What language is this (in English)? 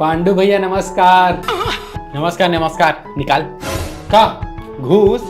Chhattisgarhi